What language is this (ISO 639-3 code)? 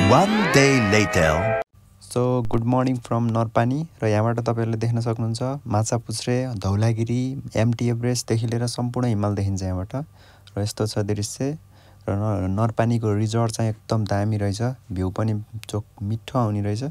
nep